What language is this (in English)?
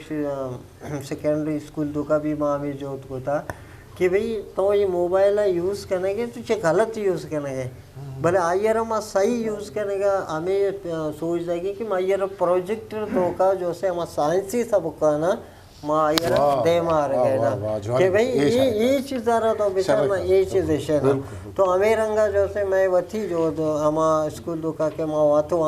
Eastern Balochi